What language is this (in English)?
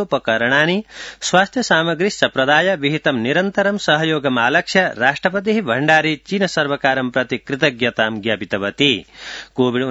Sanskrit